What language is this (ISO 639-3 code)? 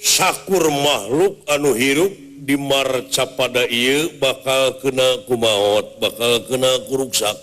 sun